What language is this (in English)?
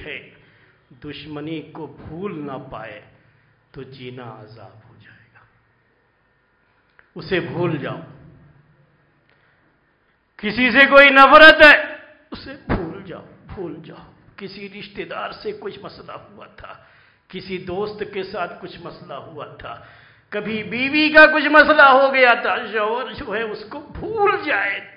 Urdu